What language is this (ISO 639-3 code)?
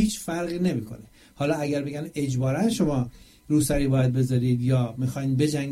fas